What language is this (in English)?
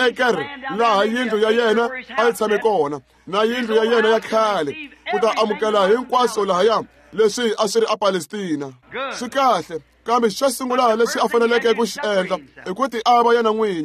Tsonga